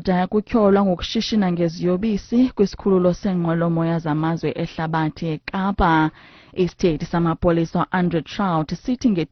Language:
Xhosa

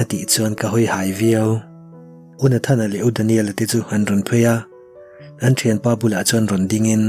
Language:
Mizo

